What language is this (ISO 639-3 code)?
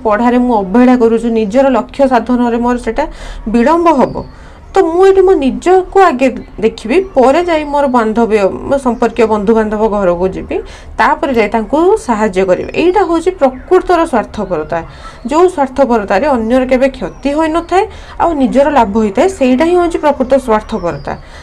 ori